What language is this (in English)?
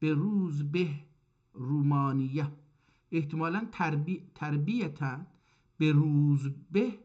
South Azerbaijani